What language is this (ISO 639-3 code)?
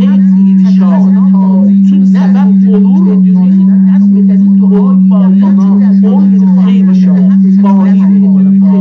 azb